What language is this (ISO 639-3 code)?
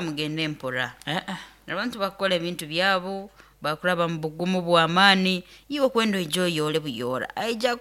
nyn